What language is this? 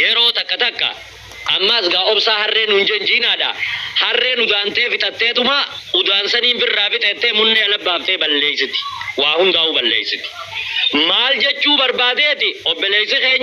Oromo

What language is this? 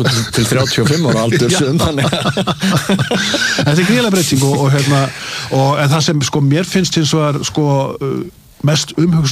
Icelandic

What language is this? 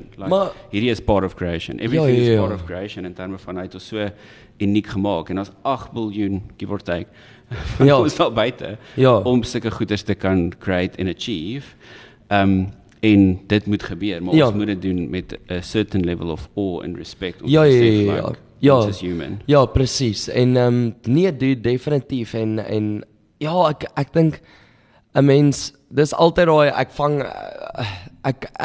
Afrikaans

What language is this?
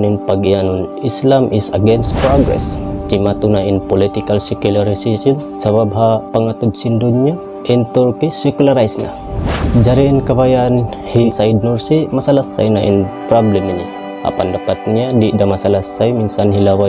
Tausug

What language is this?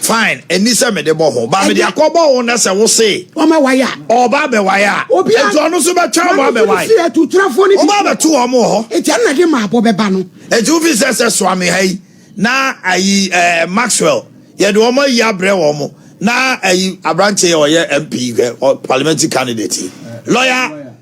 Akan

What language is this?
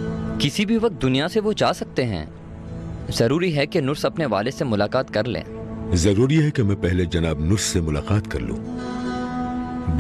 Hindi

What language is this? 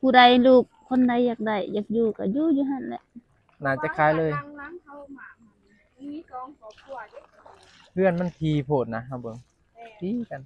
Northeastern Thai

